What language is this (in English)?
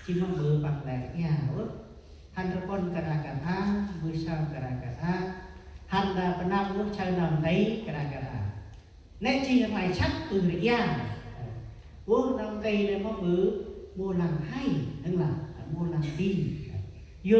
Central Mnong